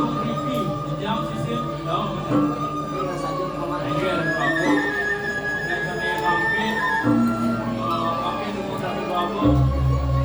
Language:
Balinese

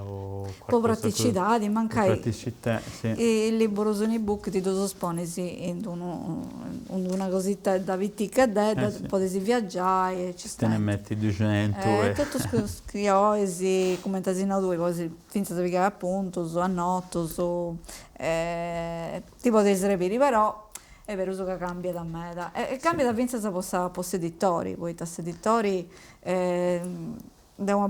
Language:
Sardinian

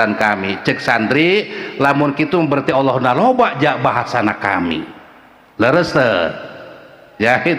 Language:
Sundanese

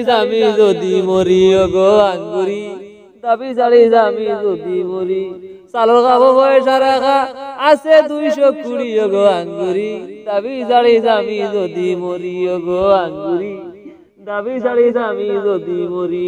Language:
Sylheti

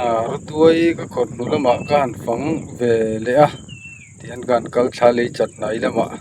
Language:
Mizo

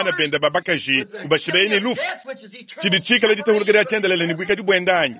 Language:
Luba-Lulua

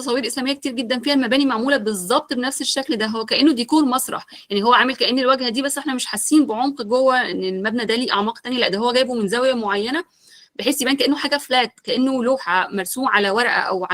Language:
Egyptian Arabic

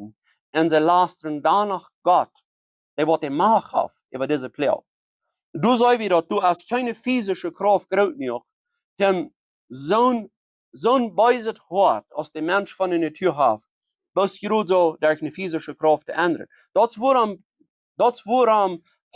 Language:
Plautdietsch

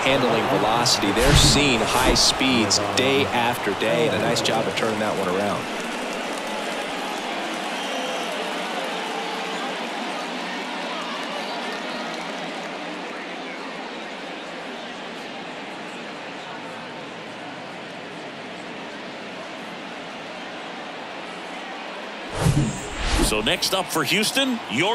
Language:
English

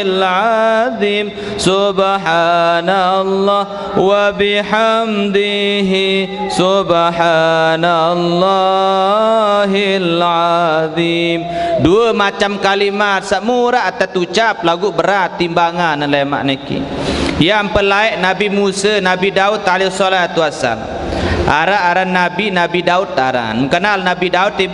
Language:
Sasak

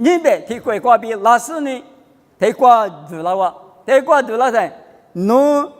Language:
Lisu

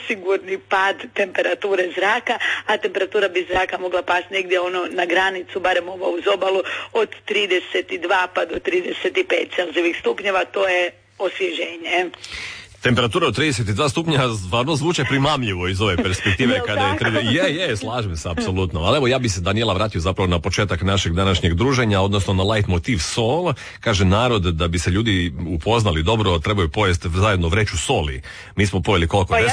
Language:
Croatian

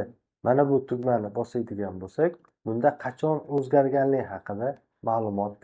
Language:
Uzbek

